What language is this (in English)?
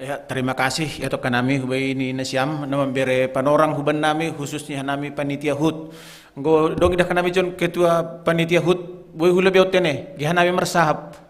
Batak Simalungun